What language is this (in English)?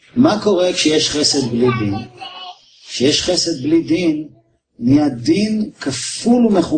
Hebrew